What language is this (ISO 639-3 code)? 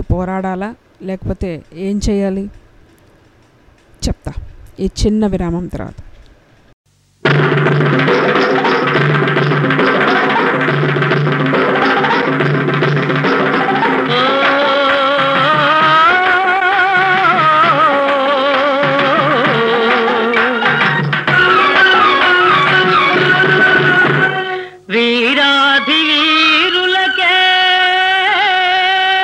tel